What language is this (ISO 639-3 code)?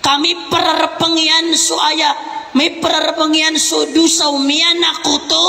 mrw